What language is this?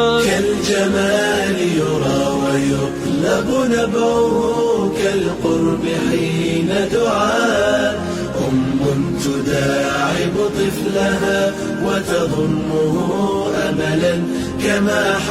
Maranao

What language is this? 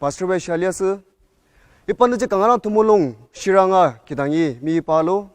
Ao Naga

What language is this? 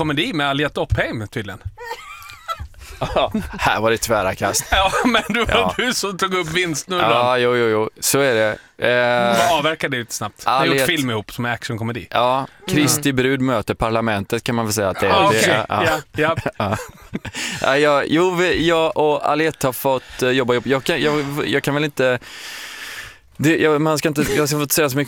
Swedish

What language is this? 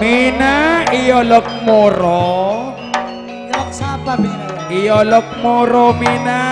Madurese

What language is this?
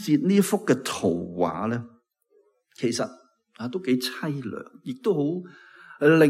Cantonese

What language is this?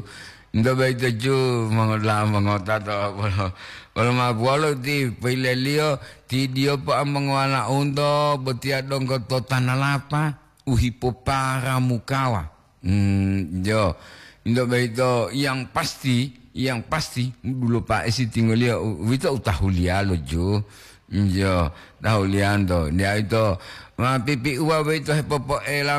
Gorontalo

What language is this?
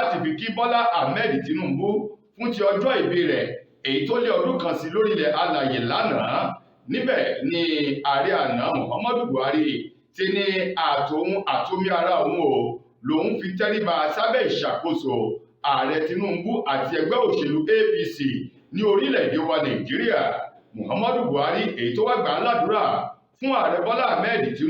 Yoruba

